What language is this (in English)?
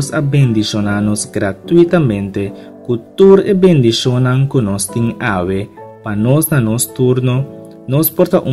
Papiamento